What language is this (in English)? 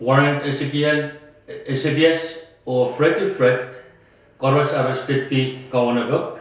Pohnpeian